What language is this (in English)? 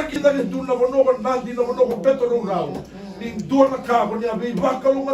Fijian